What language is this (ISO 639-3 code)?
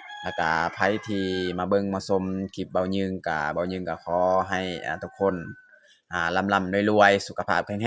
lao